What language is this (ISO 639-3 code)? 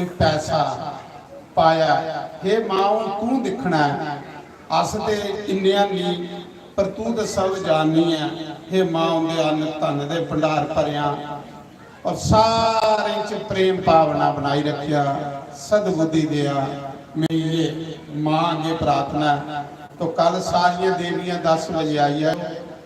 doi